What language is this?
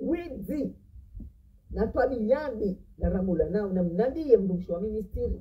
Ngazidja Comorian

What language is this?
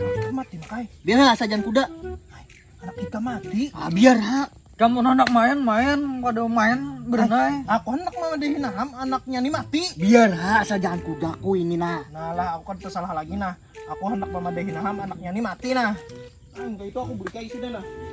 Banjar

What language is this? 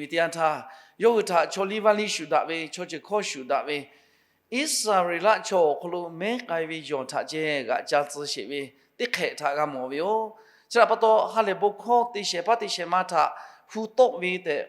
Lahu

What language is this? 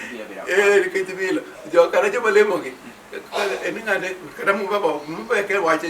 Luo (Kenya and Tanzania)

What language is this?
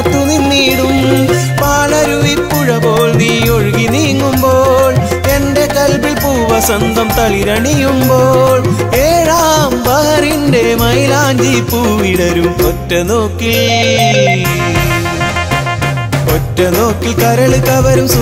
Malayalam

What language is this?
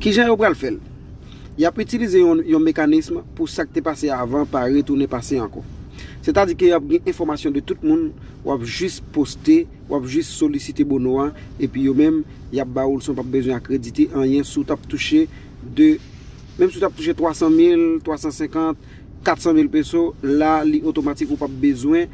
Haitian Creole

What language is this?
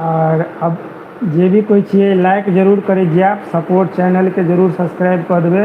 Maithili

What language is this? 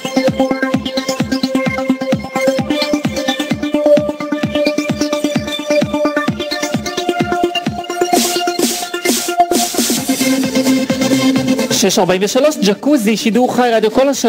Hebrew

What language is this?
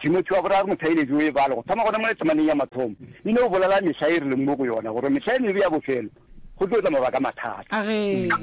Northern Sotho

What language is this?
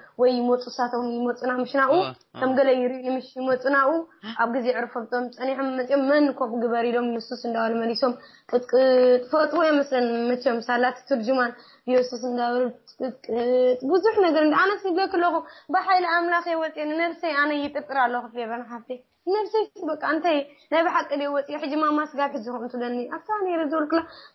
Tigrinya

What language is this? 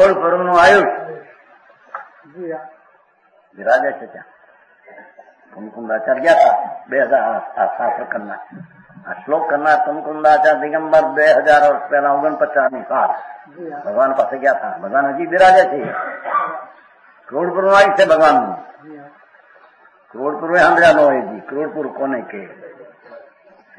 Gujarati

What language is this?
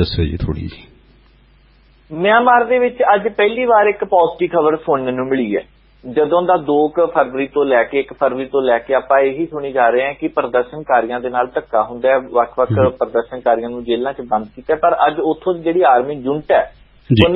Punjabi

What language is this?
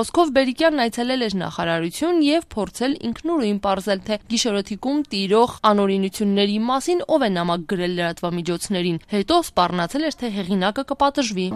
Armenian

